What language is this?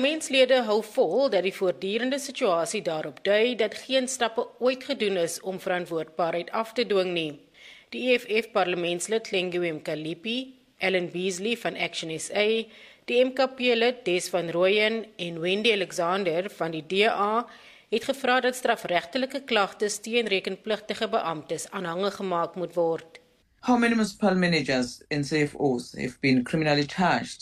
Afrikaans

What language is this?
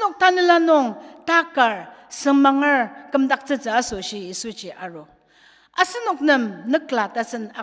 Ao Naga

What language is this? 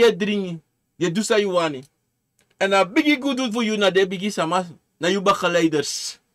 Sranan Tongo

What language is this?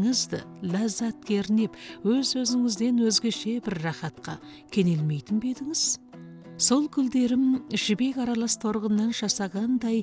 Kazakh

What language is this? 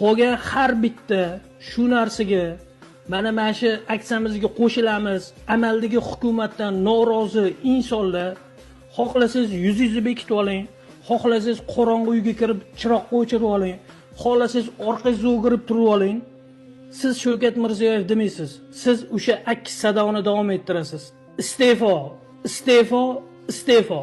Uzbek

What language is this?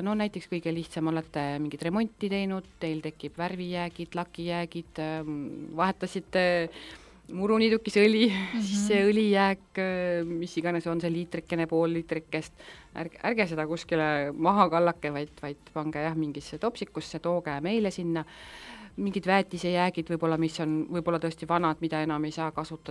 Estonian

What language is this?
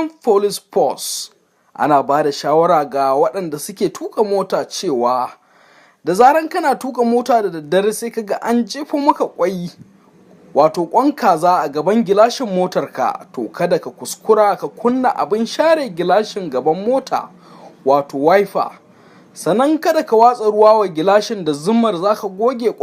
Hausa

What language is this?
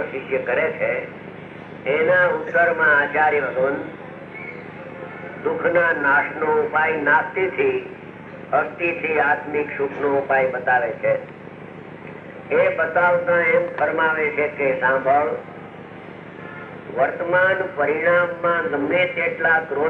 Gujarati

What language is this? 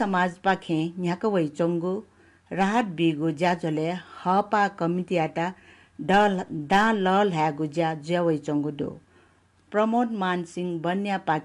Newari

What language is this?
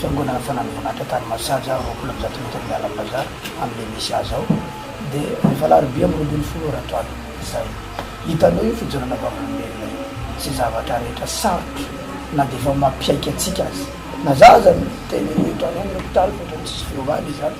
Malagasy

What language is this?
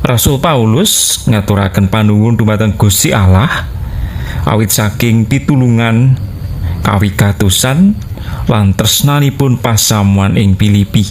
Javanese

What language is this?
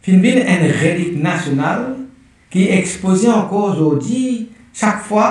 Morisyen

